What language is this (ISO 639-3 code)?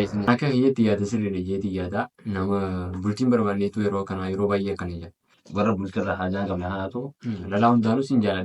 orm